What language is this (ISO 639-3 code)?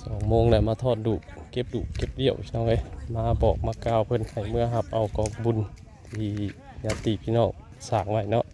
tts